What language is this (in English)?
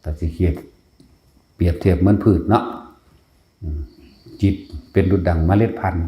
Northeastern Thai